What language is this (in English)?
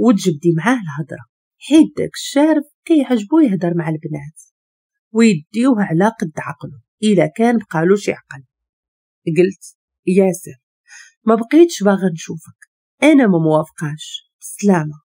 Moroccan Arabic